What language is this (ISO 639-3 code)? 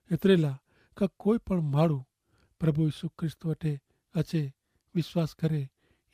kfr